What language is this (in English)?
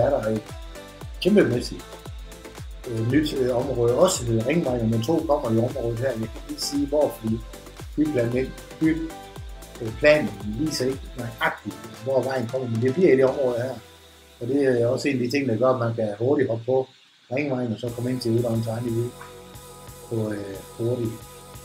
Danish